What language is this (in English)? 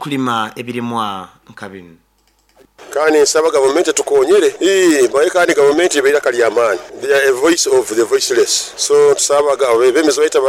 Nyoro